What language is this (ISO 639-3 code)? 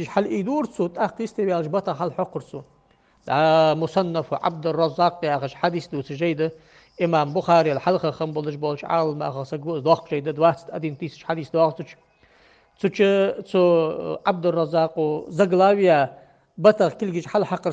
inh